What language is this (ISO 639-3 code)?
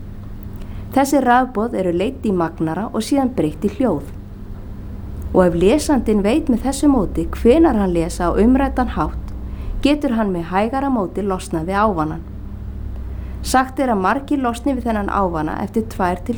isl